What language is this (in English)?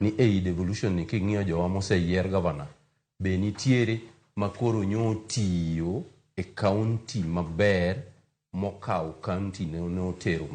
Luo (Kenya and Tanzania)